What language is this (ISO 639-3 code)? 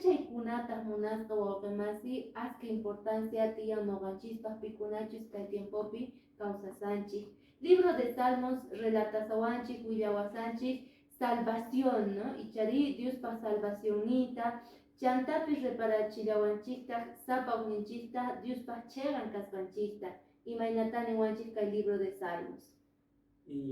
que